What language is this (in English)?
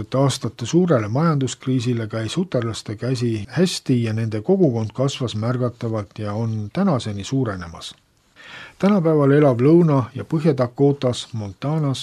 Estonian